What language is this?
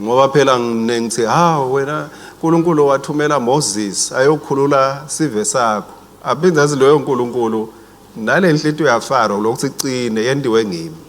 Swati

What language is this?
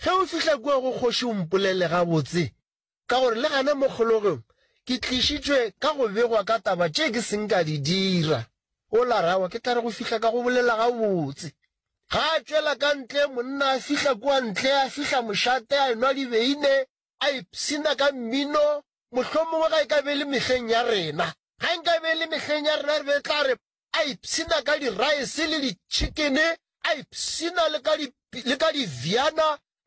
Northern Sotho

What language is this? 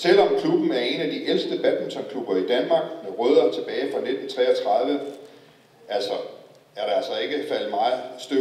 Danish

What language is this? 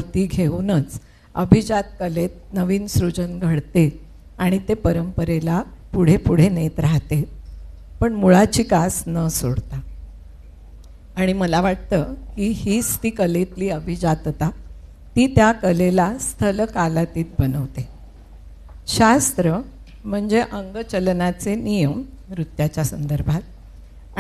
Marathi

